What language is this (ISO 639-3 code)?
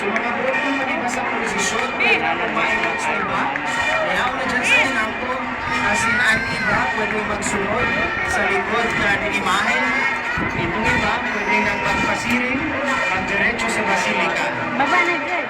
bik